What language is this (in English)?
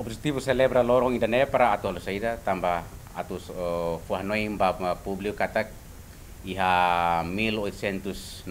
Tetum